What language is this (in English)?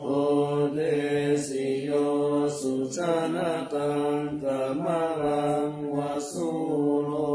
Pali